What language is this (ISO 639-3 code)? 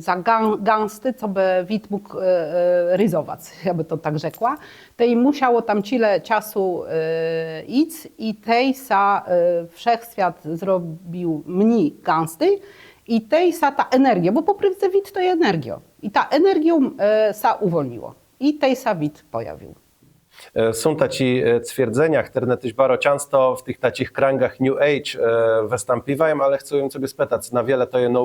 csb